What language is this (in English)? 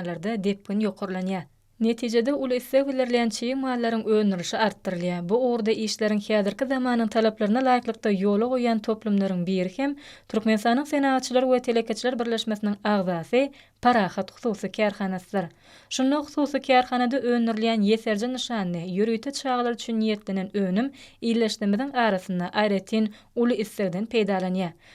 Turkmen